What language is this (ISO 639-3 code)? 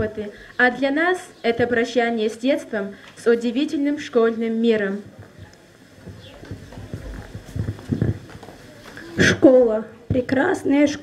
rus